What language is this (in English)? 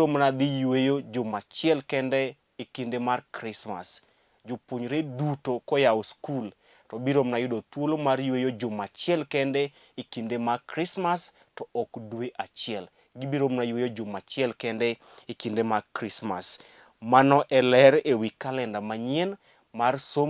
Luo (Kenya and Tanzania)